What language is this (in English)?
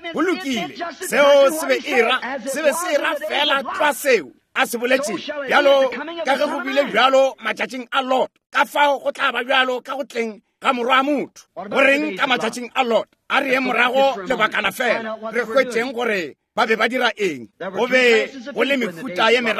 Northern Sotho